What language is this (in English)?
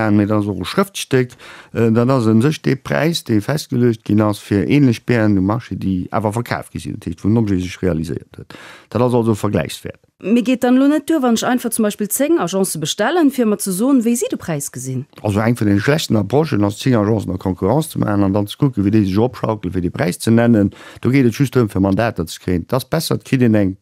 Luxembourgish